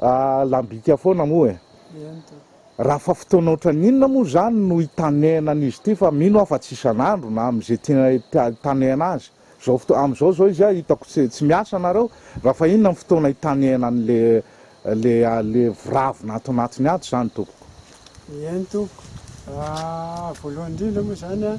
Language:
Malagasy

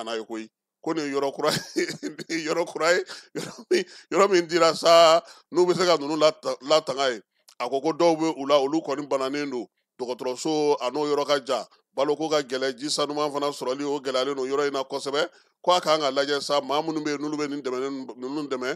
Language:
Bambara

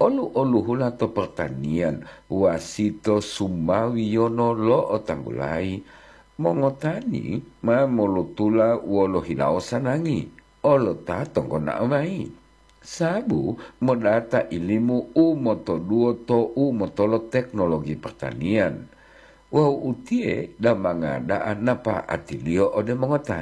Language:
Gorontalo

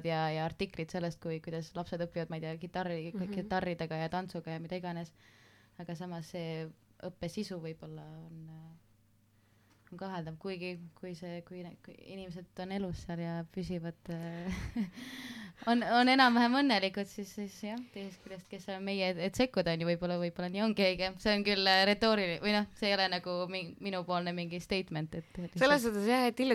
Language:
Estonian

